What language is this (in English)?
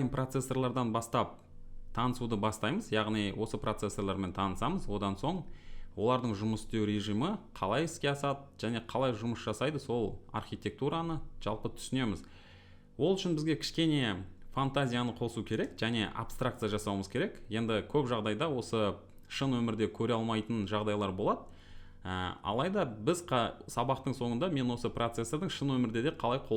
Kazakh